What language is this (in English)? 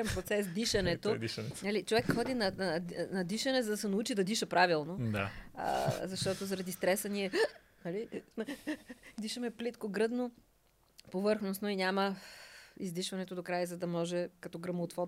Bulgarian